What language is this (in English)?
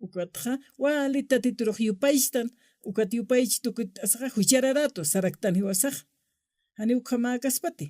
Aymara